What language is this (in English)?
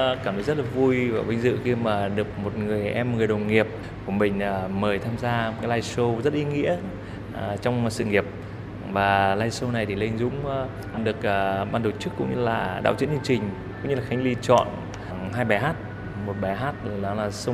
Vietnamese